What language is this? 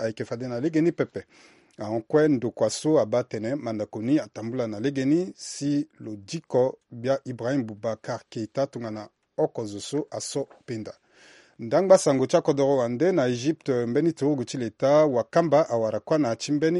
Sango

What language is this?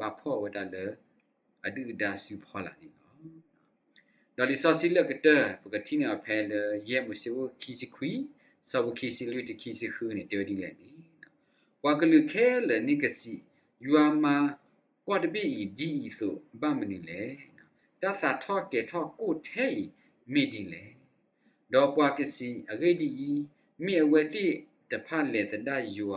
S'gaw Karen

